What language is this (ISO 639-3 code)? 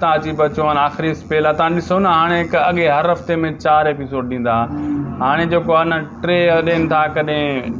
snd